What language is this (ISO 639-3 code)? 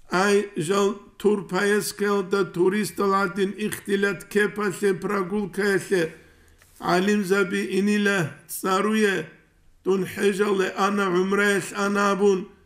ava